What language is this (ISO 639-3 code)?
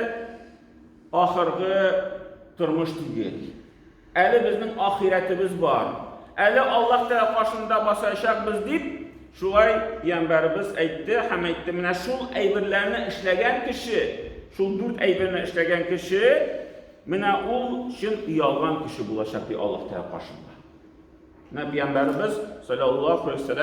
tat